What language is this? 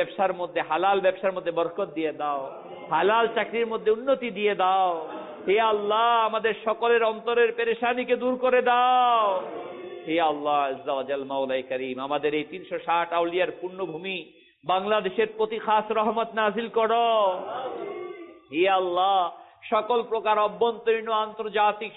Bangla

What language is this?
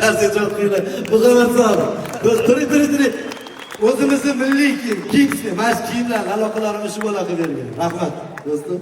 Uzbek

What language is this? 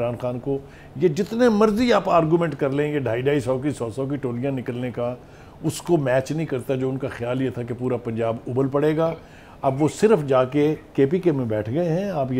Urdu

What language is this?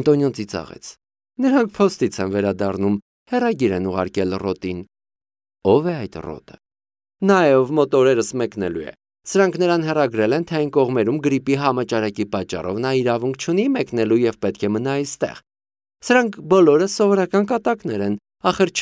Armenian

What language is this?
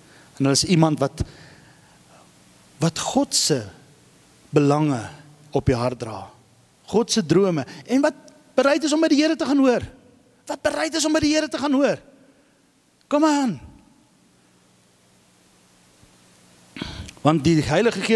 Afrikaans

